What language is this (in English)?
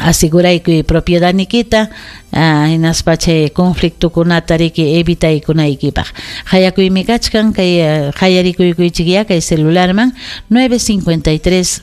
Ayacucho Quechua